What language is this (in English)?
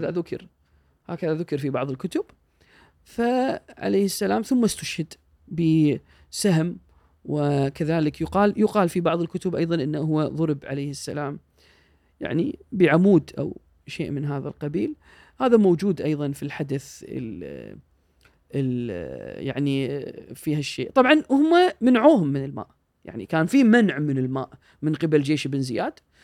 Gulf Arabic